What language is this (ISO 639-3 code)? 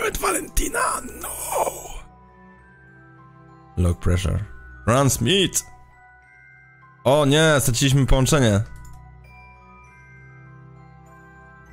pol